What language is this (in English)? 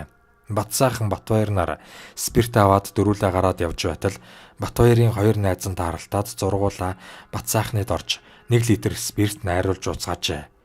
Mongolian